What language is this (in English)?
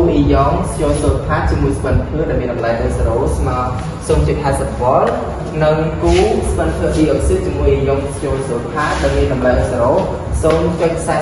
Khmer